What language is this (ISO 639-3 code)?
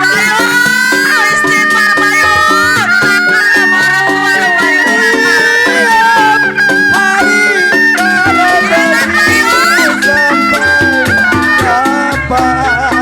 bew